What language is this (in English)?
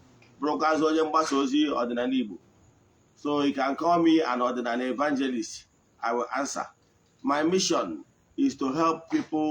Igbo